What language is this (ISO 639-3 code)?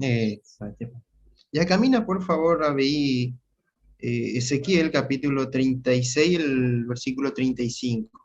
grn